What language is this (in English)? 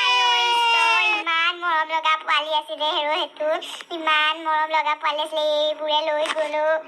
Assamese